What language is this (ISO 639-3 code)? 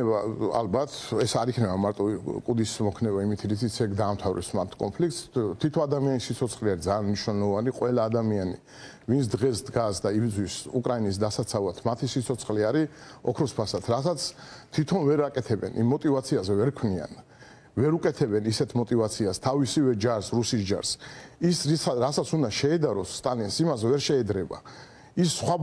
kat